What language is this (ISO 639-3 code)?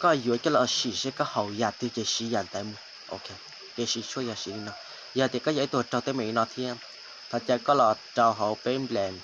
hmn